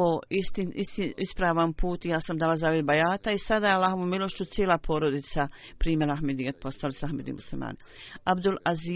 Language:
Bosnian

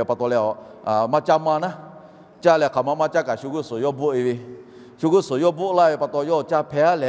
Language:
Lahu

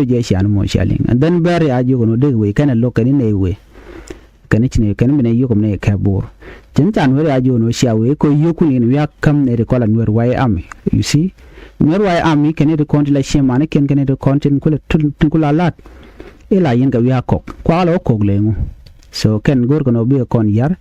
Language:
Nuer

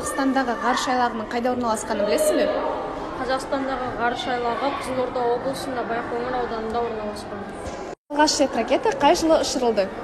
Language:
Kazakh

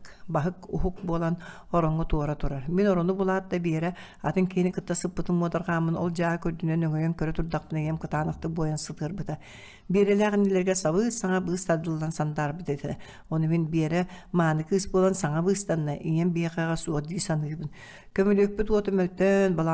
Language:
Yakut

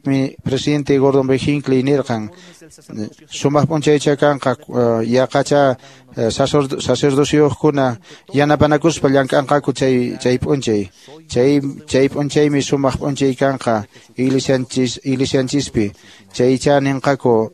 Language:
Quechua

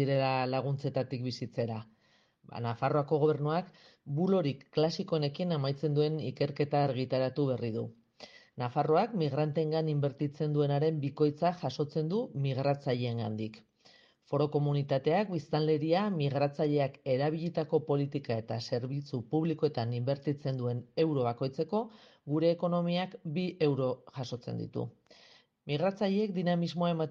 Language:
Basque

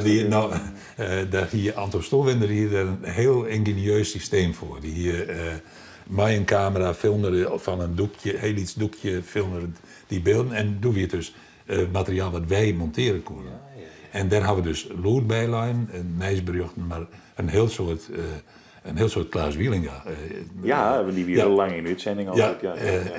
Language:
Western Frisian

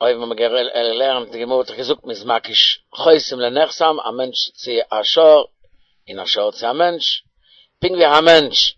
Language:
Yiddish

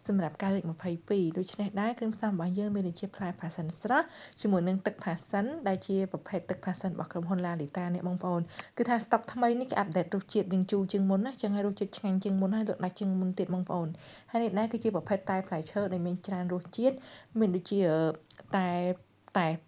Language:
Khmer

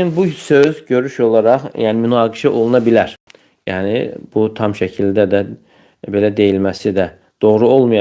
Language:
Azerbaijani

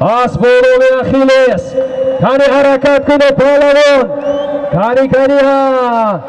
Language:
Tajik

